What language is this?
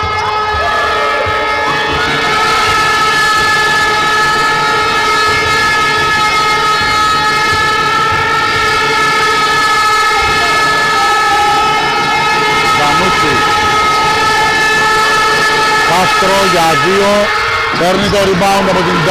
Greek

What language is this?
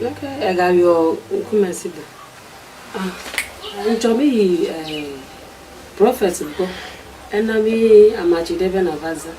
Ewe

